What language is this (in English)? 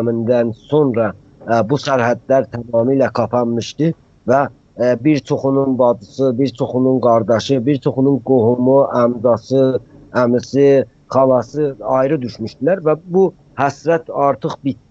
South Azerbaijani